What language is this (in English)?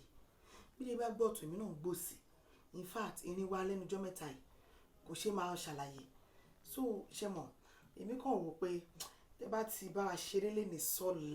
Yoruba